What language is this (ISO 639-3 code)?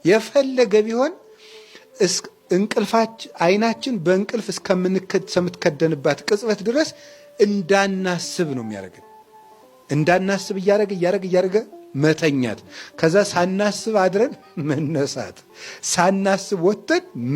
amh